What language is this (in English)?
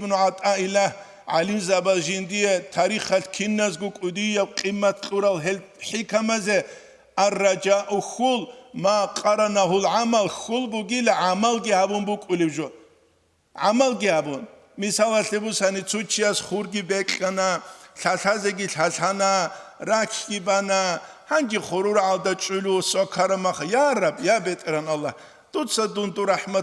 Avaric